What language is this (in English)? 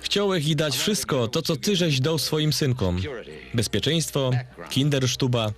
Silesian